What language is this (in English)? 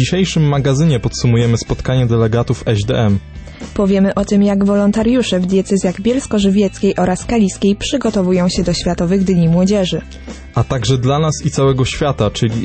Polish